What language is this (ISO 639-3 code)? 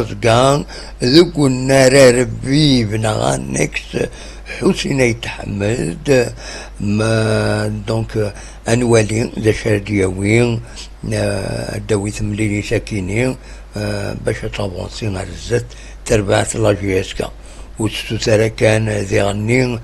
kab